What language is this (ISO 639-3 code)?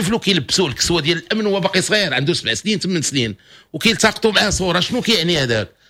ary